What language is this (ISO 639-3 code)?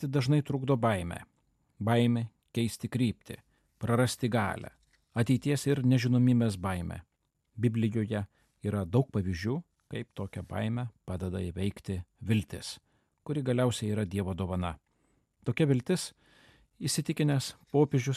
lit